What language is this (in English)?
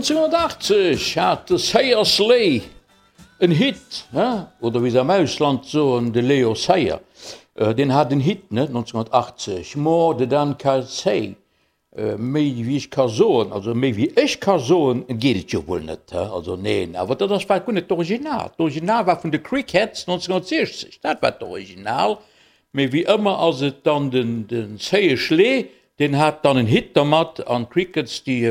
Luxembourgish